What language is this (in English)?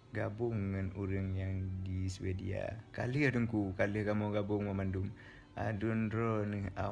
Achinese